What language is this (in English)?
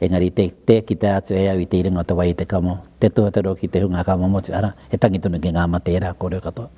Māori